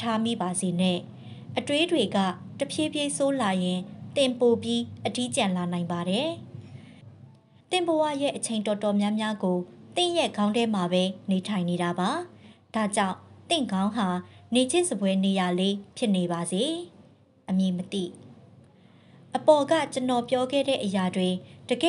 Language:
Burmese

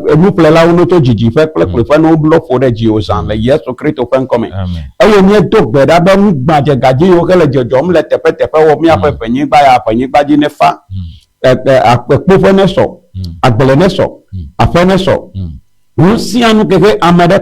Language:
Ewe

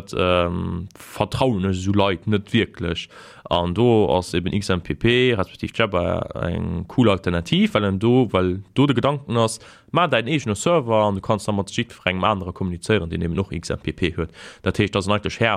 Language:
Luxembourgish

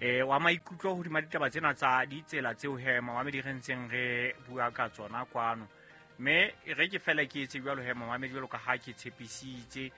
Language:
Southern Sotho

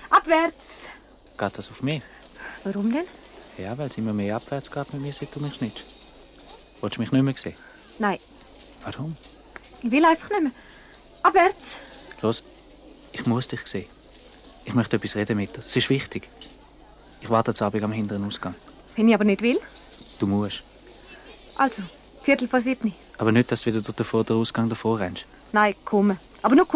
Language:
Swiss German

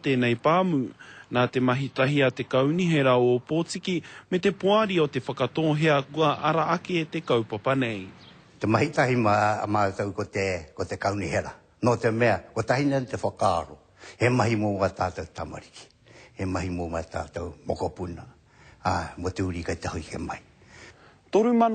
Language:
Māori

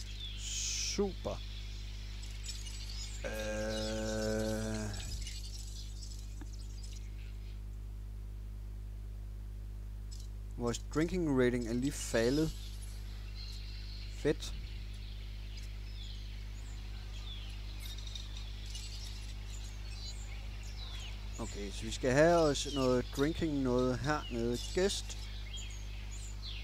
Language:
Danish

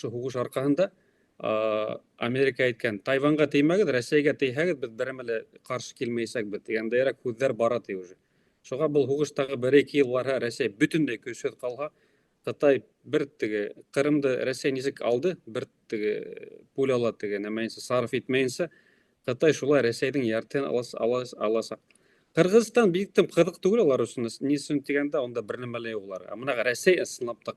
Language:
Bashkir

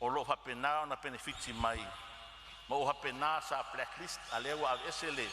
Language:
Samoan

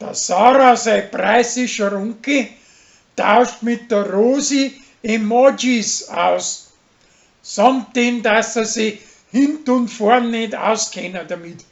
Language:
Bavarian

